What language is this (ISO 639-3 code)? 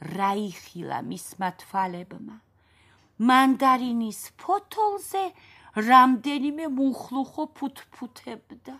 kat